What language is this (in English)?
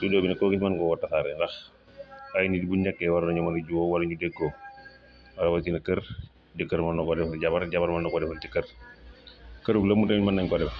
Wolof